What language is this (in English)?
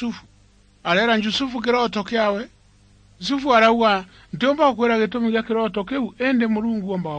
Meru